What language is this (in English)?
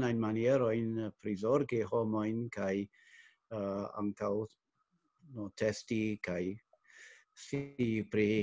Esperanto